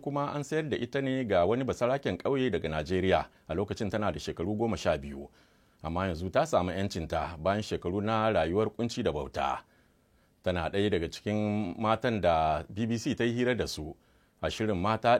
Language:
Hausa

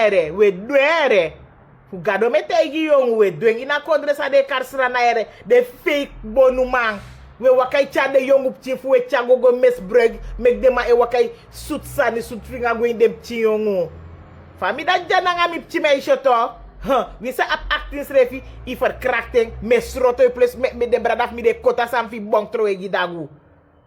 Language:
Sranan Tongo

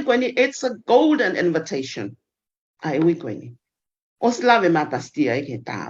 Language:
Tongan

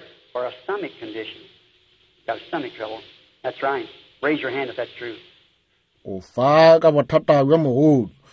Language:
Northern Sotho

